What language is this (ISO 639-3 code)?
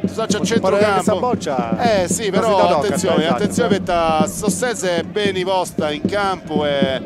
srd